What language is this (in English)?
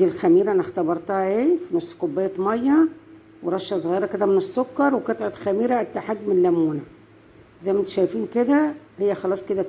Egyptian Arabic